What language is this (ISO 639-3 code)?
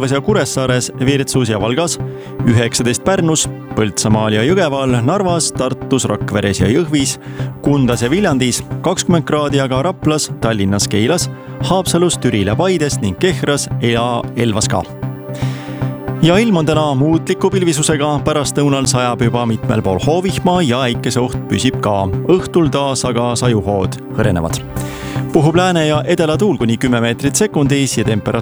est